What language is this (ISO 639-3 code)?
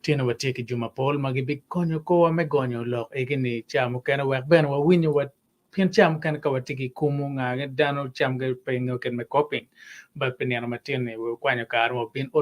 ach